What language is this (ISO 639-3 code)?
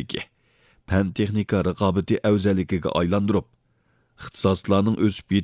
uig